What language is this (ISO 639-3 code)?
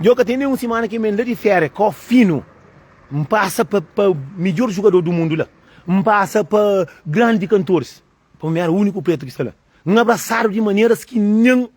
kea